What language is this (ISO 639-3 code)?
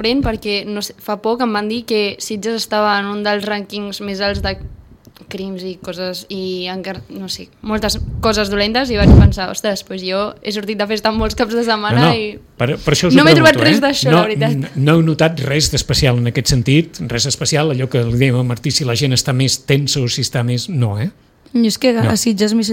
cat